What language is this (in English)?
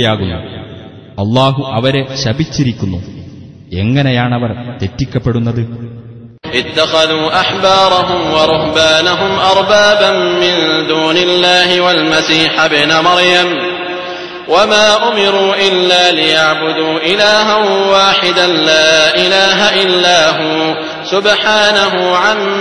Malayalam